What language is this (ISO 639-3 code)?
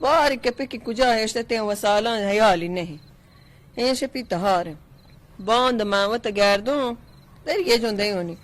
bal